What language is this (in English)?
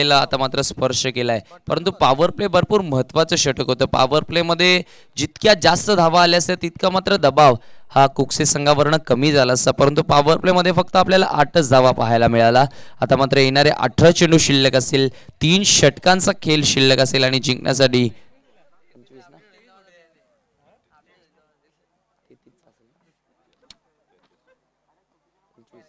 Marathi